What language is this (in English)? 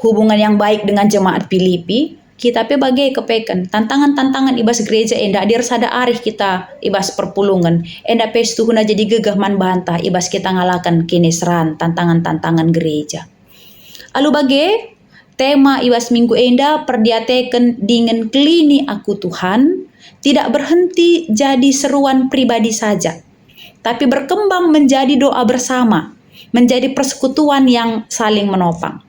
Batak Karo